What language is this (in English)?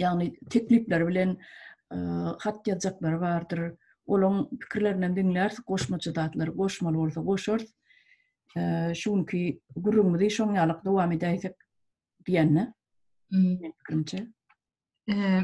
Turkmen